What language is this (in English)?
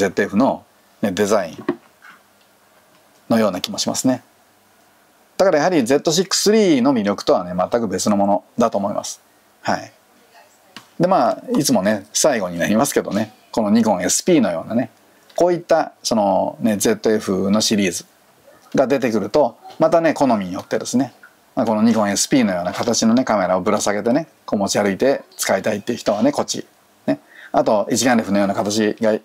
Japanese